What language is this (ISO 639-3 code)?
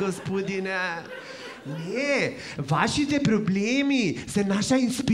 mkd